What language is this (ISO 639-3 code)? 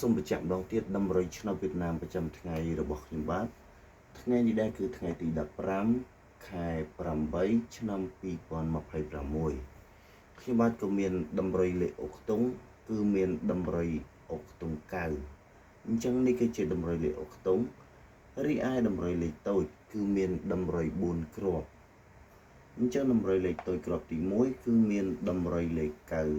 khm